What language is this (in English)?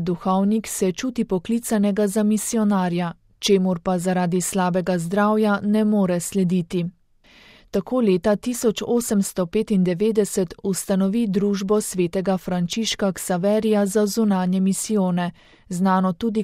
Slovenian